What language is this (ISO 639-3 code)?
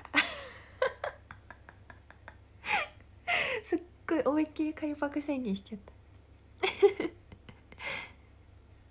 jpn